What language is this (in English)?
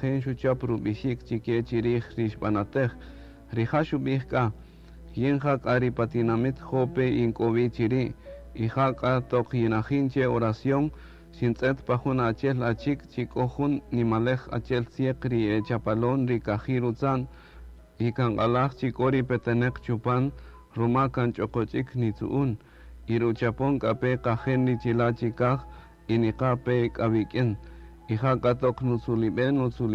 Kaqchikel